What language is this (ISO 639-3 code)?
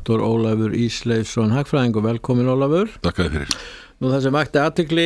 isl